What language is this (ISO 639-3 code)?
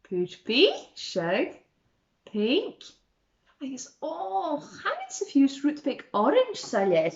gla